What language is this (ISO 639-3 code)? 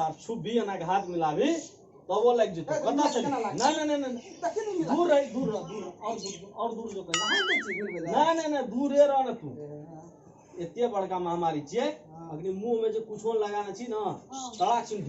mai